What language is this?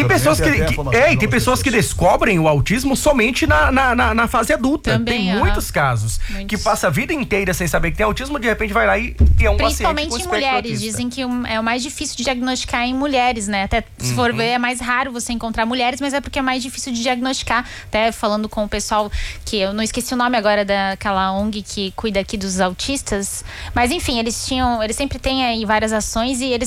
Portuguese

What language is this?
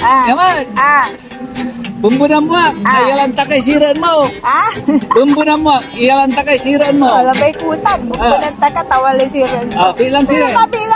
Pangasinan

